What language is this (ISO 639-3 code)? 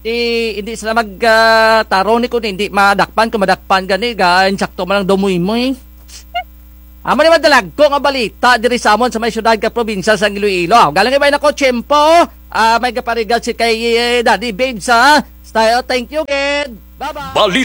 krj